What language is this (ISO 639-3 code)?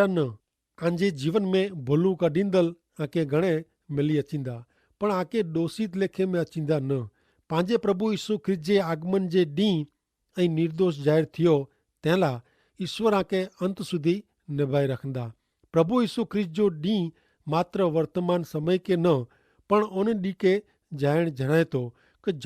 kfr